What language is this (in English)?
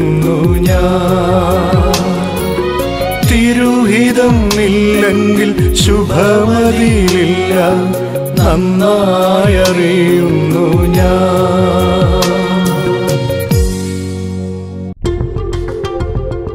Malayalam